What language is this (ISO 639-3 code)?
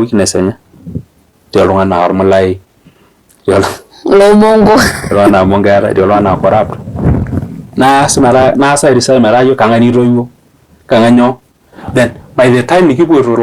mas